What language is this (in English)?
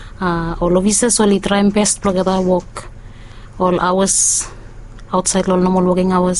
Bislama